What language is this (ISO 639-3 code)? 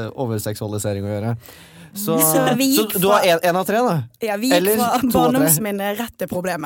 nor